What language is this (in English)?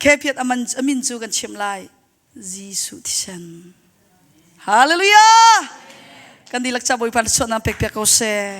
Hakha Chin